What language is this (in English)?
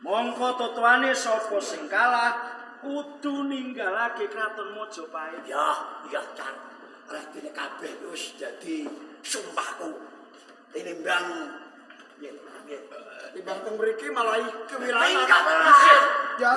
Javanese